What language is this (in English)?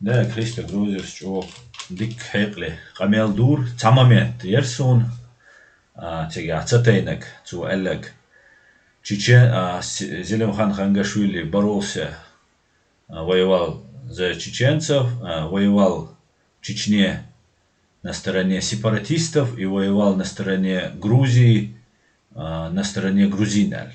Chechen